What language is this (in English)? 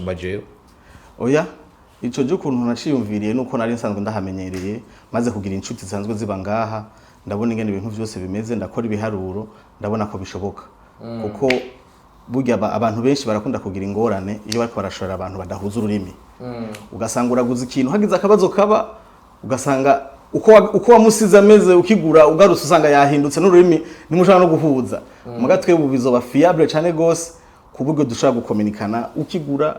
Rundi